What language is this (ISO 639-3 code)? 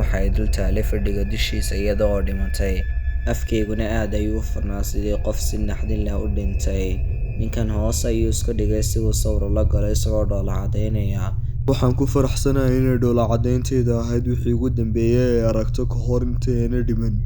som